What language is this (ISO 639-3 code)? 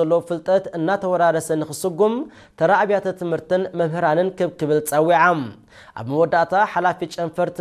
tir